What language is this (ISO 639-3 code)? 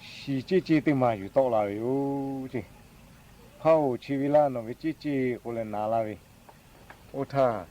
lhu